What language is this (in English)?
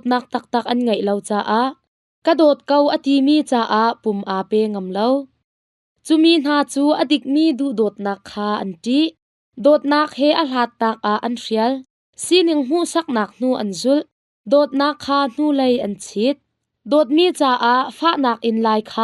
Hakha Chin